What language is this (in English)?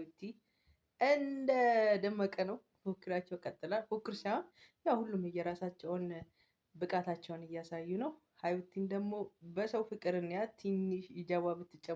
Amharic